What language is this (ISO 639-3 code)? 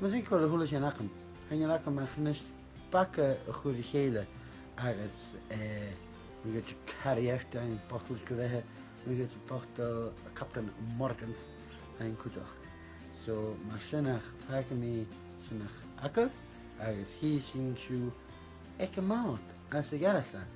gla